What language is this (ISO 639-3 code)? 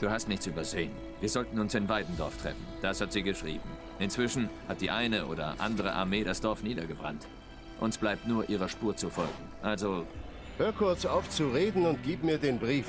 gsw